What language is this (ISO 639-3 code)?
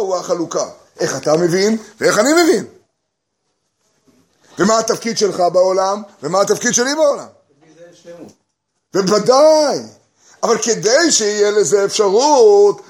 heb